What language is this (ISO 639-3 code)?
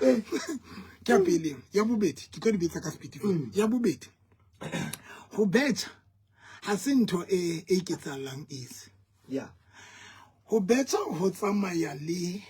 sot